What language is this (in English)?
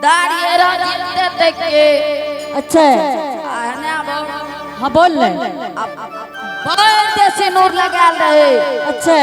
Angika